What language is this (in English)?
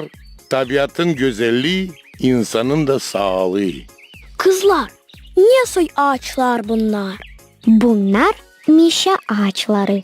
Gagauz